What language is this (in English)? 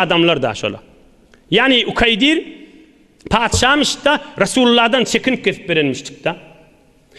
Turkmen